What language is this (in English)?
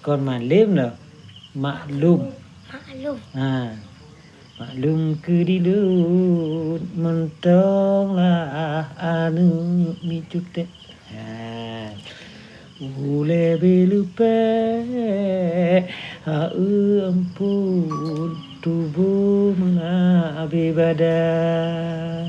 Achinese